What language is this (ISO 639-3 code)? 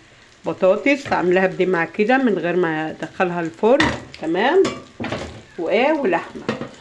arz